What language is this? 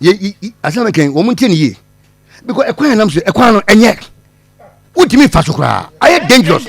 Akan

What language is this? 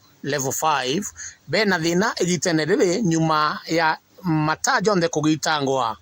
Meru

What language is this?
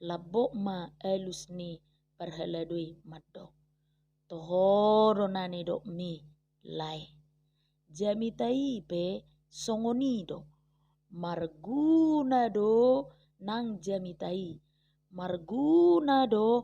Batak Toba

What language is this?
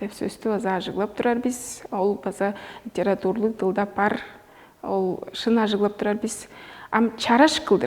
Tuvinian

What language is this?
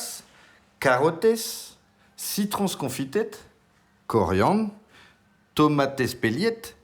Breton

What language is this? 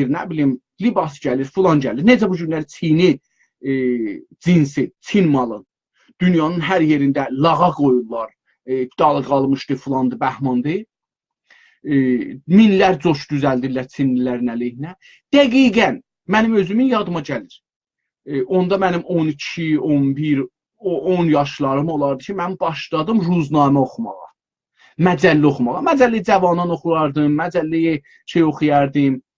South Azerbaijani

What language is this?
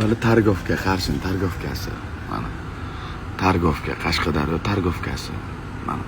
Uzbek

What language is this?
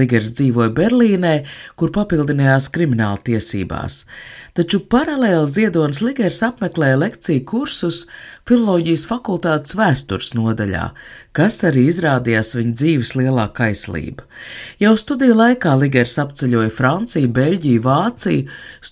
Latvian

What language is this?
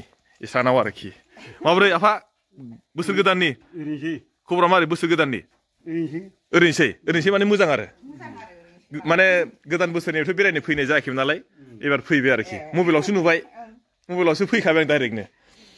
Bodo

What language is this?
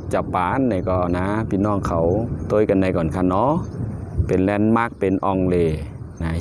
Shan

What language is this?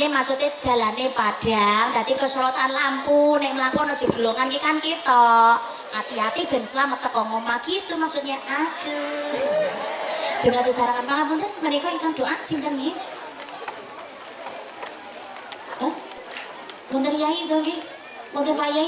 Javanese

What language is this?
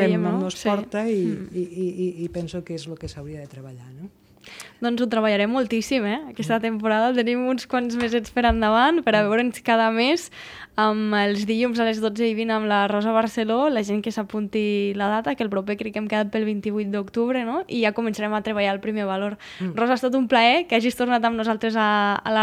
Catalan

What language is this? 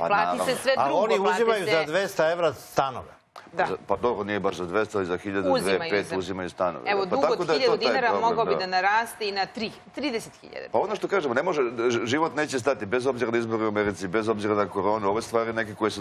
Serbian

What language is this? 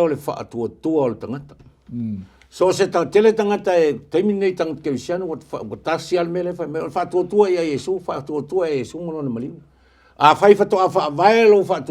Samoan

